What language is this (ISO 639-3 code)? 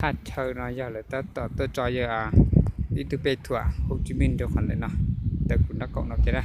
hmn